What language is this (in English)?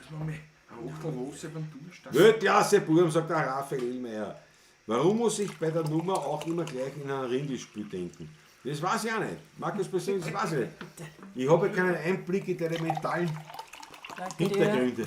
Bavarian